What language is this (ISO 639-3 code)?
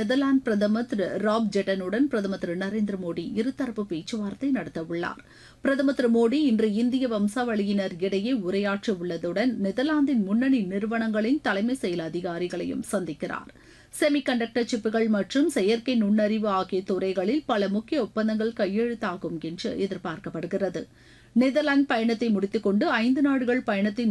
tam